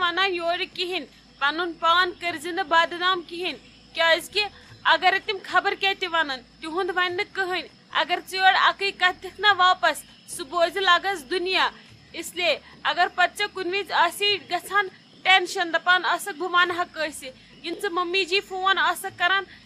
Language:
Kashmiri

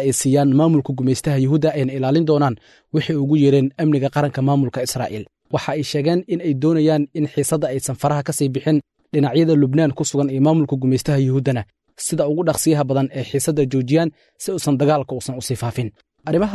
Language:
Somali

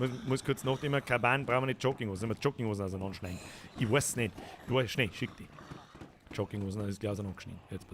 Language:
Bavarian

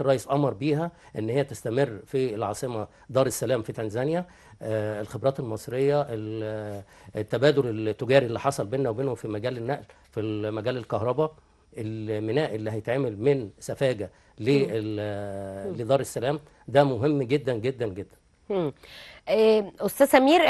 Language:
Egyptian Arabic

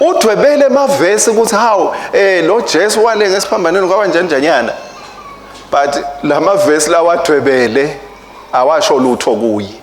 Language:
Swati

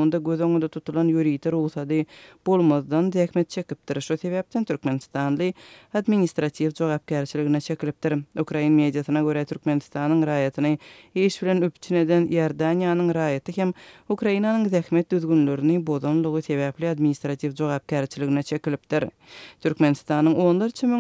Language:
Turkmen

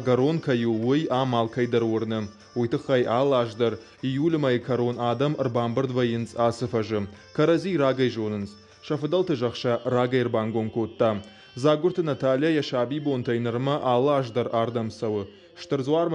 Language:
Ossetic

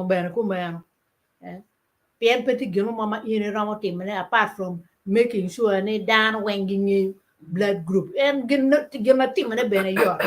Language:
Acoli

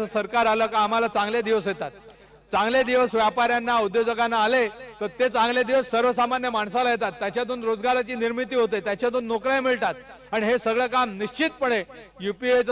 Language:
Marathi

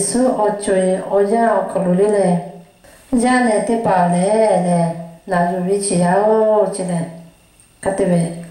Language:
Lahu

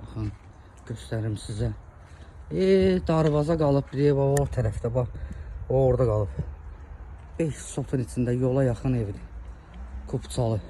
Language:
Azerbaijani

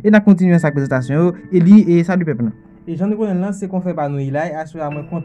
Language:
Haitian Creole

